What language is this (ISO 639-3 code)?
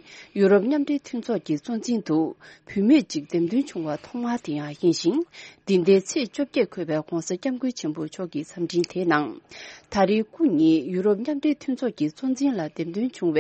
bod